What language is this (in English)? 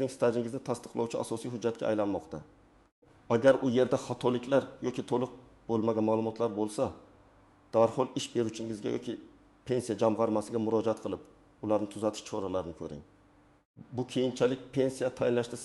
Uzbek